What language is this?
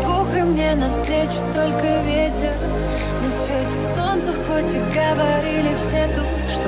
Russian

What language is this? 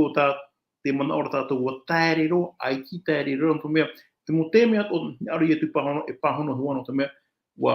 Tahitian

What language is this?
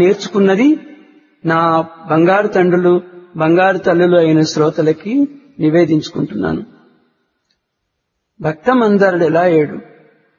Telugu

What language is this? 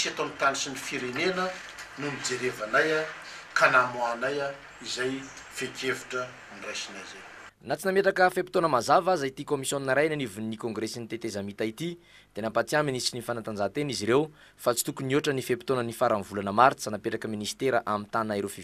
Malagasy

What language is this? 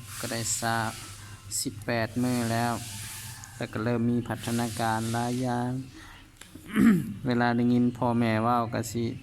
Lao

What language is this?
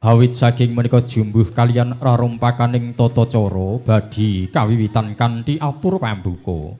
Javanese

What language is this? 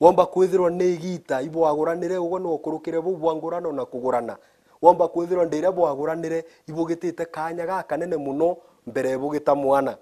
Meru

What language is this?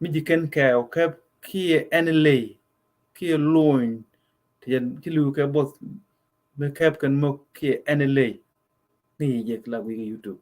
Nuer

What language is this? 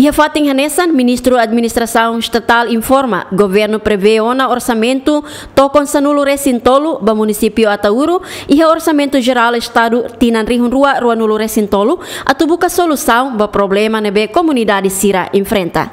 Tetum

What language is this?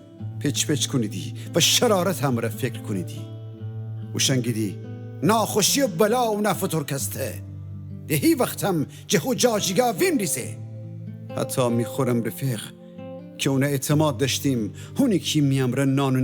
Gilaki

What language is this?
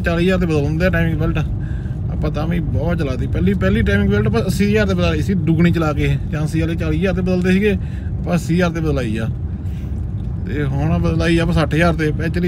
Punjabi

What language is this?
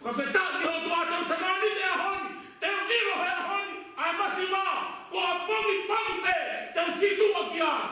Tongan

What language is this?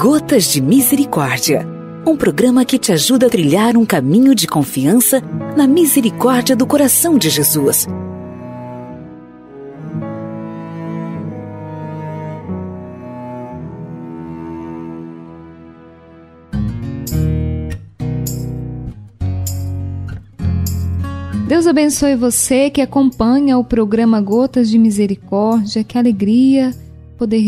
Portuguese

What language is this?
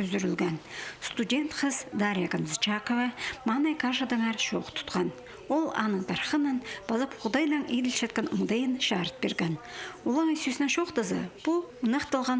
Khakas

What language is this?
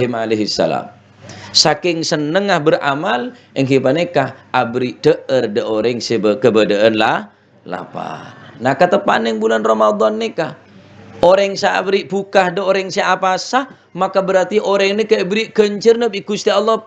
Madurese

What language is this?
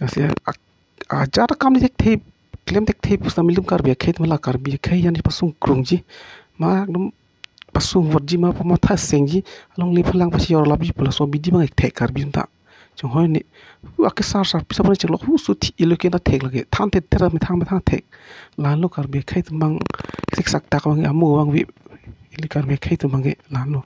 Karbi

